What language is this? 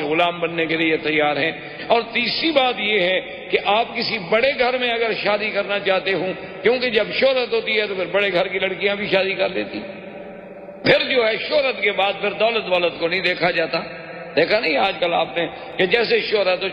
Urdu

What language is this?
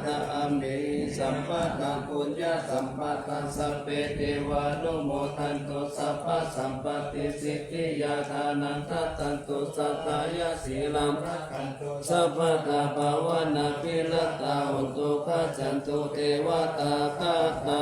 Pali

